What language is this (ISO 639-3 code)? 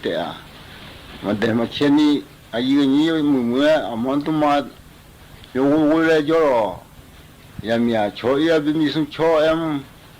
ahk